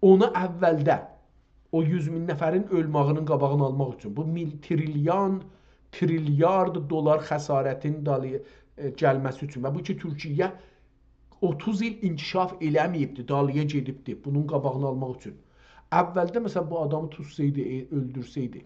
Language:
South Azerbaijani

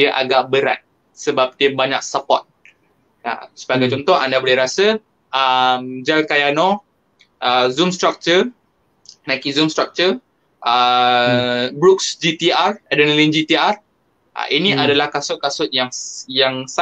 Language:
Malay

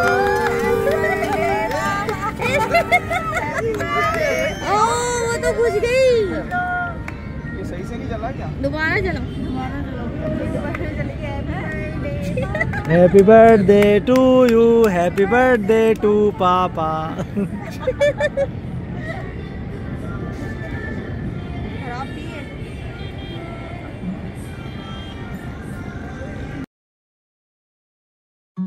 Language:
Hindi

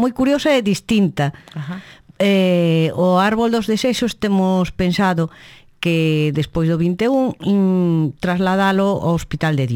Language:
Galician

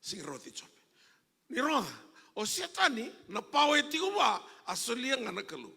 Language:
Fijian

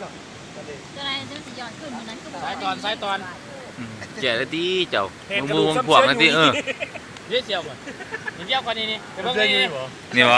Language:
Lao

